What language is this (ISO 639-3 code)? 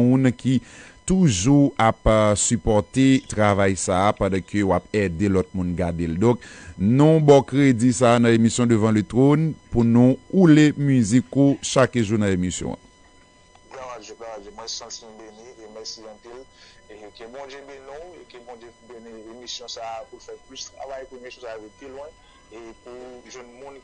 hat